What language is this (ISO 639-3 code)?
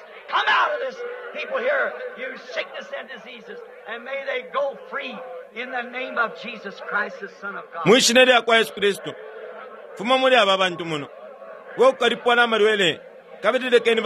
bem